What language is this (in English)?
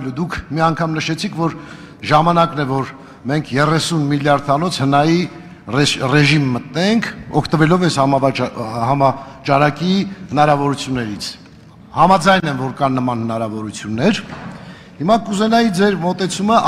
Armenian